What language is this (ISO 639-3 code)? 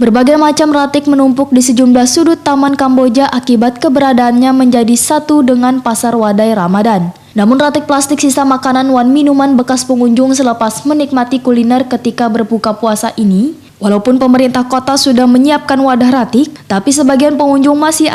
bjn